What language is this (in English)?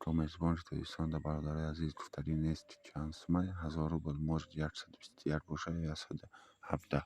Tajik